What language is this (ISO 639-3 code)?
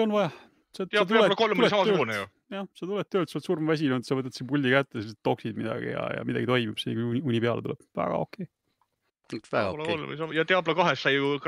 est